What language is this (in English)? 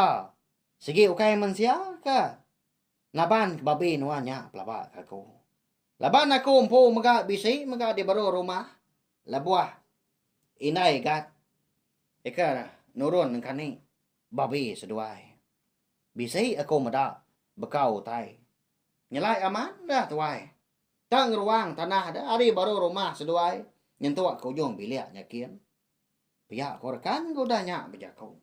Iban